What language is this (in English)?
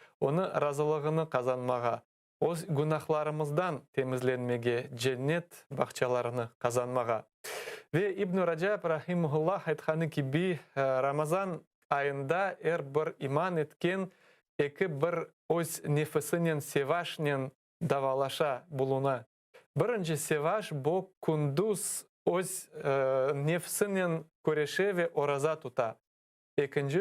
Crimean Tatar